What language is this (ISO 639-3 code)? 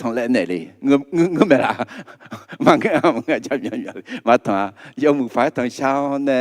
ahk